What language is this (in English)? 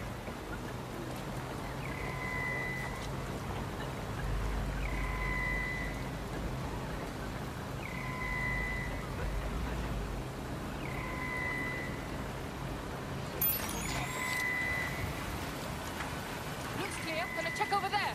English